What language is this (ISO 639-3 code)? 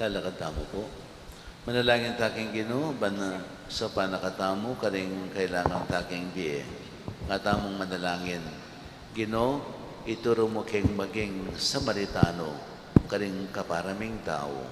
pam